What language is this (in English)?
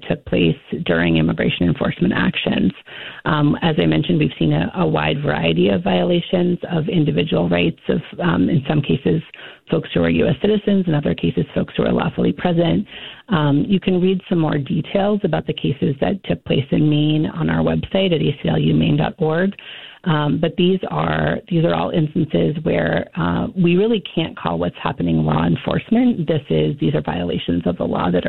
English